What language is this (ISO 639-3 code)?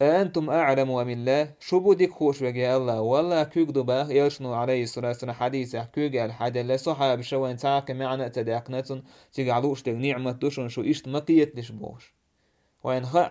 che